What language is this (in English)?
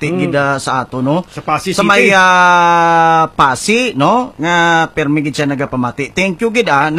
Hiligaynon